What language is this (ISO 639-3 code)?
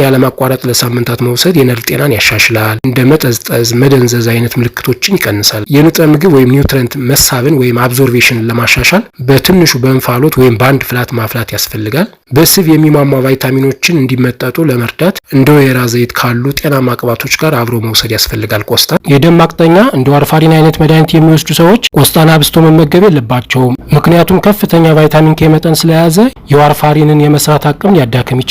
amh